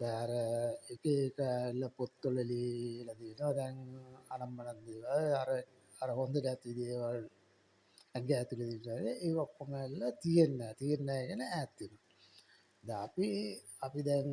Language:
Sinhala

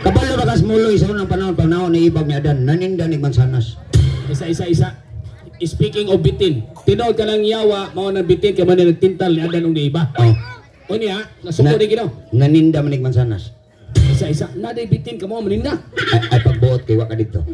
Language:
Cebuano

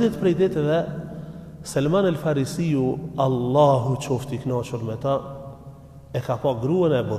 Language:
Albanian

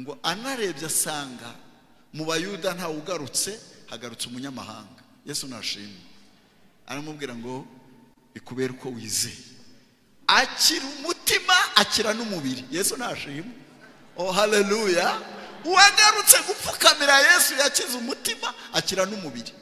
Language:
Kinyarwanda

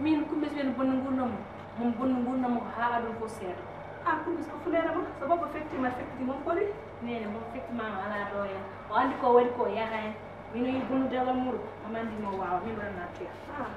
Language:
Fula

